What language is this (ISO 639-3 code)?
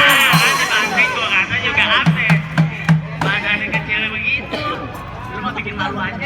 bew